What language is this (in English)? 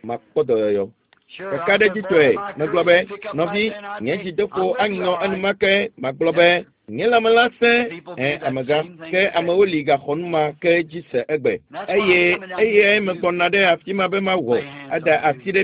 Ewe